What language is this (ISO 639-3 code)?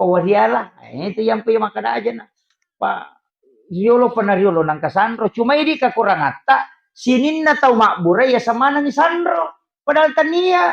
bug